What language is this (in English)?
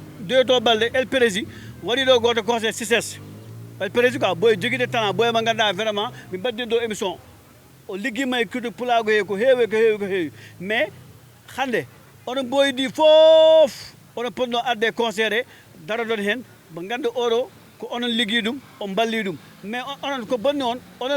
Fula